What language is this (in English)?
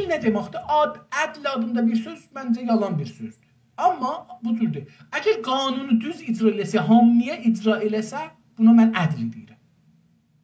South Azerbaijani